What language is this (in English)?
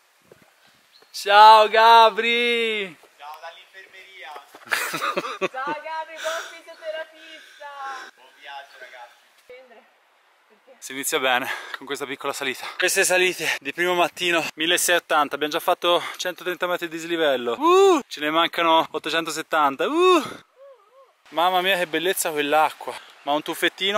Italian